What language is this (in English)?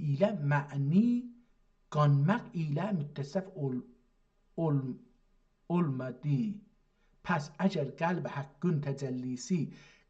South Azerbaijani